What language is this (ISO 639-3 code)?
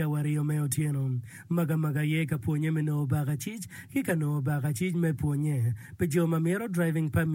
ach